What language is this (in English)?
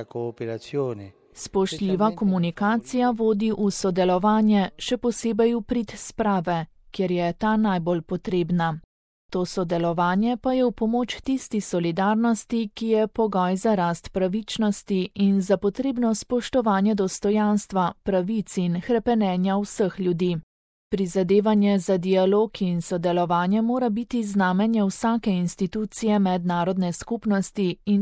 Slovenian